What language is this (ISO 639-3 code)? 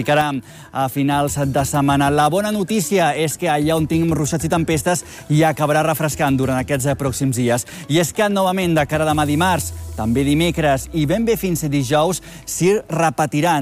cat